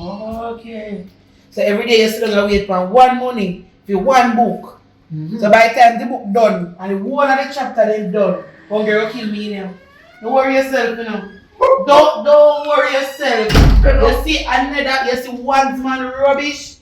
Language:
Jamaican Creole English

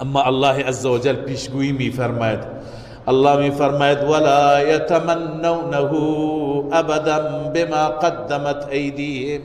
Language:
Persian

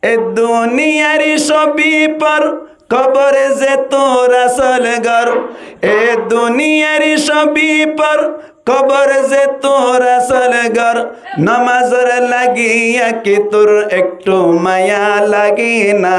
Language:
Rohingya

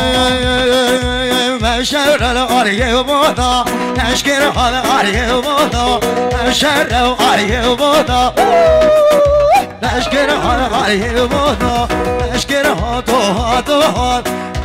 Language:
Persian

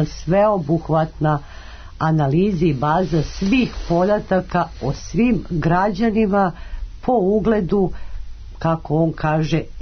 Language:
Serbian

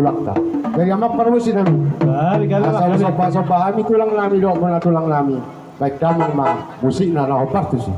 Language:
Batak Toba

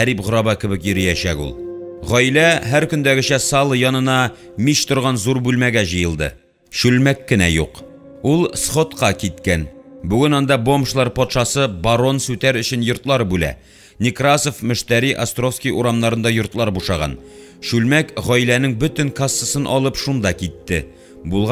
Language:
Tatar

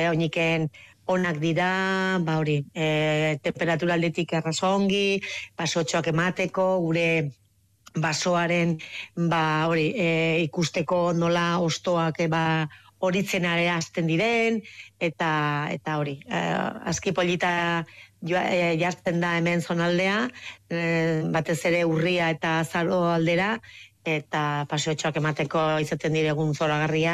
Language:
Basque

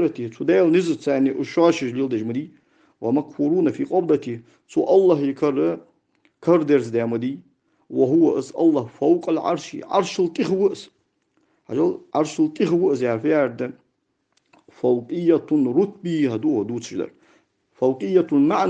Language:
Ingush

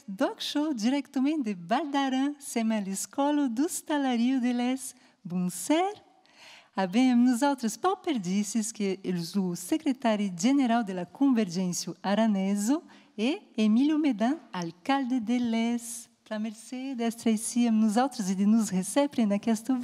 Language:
Occitan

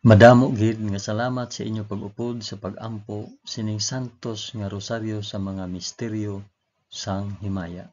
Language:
Hiligaynon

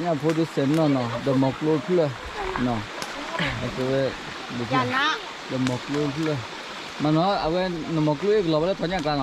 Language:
S'gaw Karen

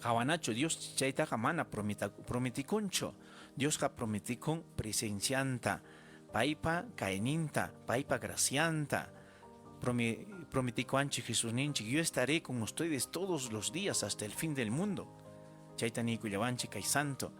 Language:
Ayacucho Quechua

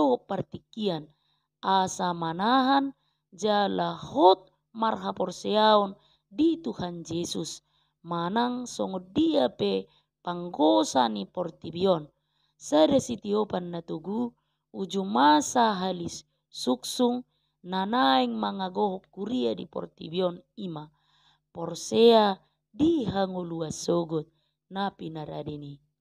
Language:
Batak Toba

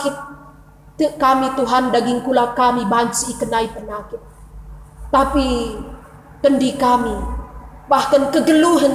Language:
Batak Karo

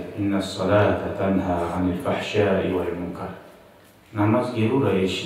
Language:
Kumyk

